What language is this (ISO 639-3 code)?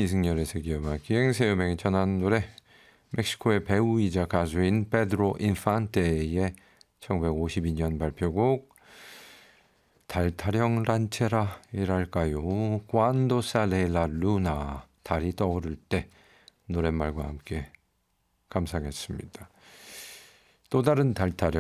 kor